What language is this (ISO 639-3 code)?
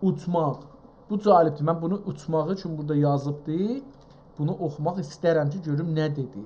azb